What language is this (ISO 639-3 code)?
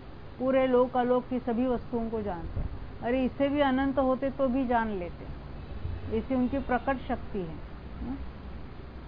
hin